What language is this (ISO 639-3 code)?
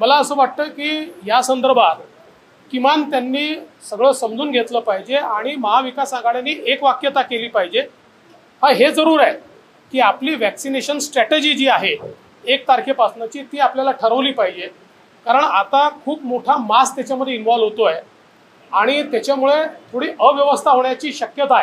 mar